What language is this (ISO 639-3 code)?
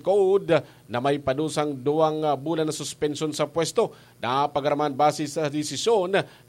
bik